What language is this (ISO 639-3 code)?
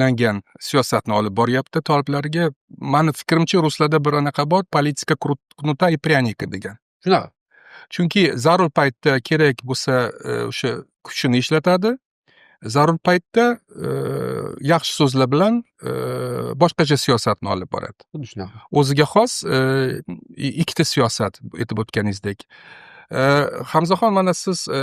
uzb